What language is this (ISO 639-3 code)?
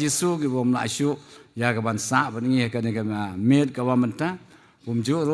kha